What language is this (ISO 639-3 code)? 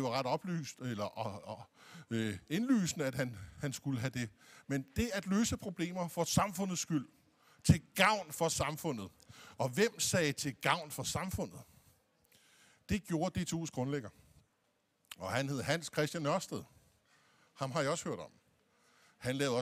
dan